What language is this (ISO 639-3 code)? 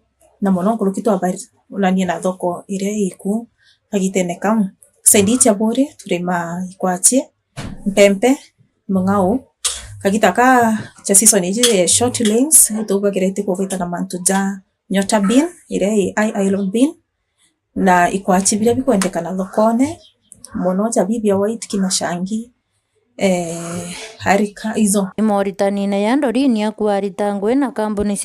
mer